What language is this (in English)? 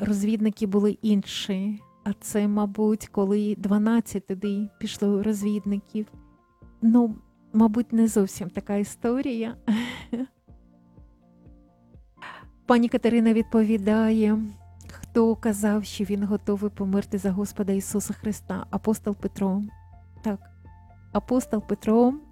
Ukrainian